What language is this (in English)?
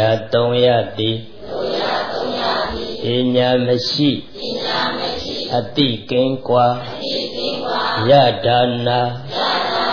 Burmese